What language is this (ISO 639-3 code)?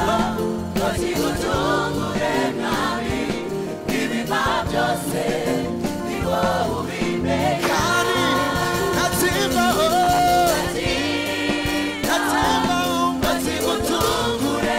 kin